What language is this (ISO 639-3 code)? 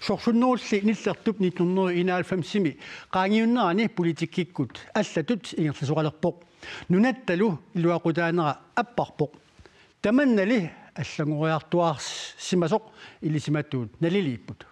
kal